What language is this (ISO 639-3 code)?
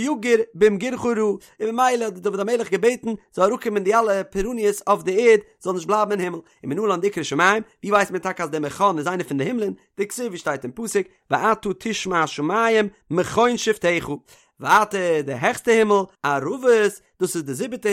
yid